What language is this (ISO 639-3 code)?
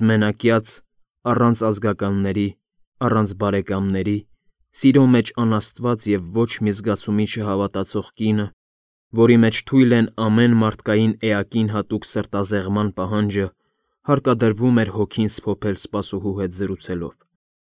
hye